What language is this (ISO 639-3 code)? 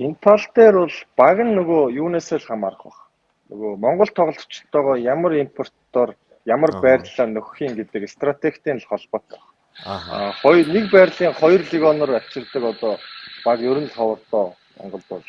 mon